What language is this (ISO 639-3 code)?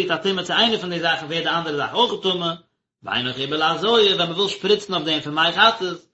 yid